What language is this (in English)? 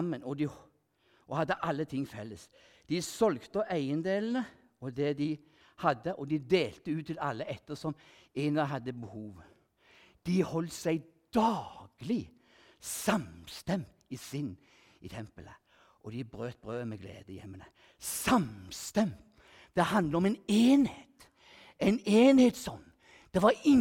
Norwegian